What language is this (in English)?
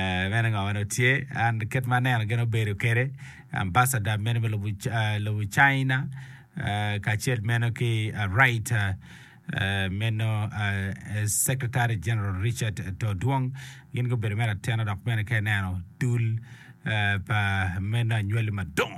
Acoli